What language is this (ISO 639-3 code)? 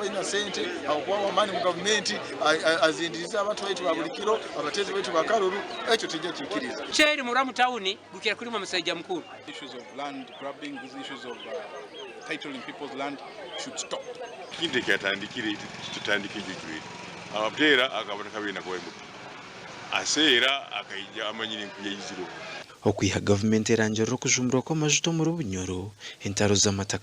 nyn